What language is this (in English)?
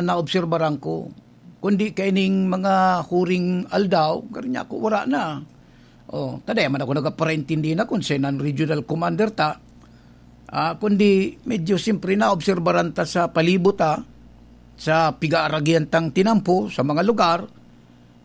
Bikol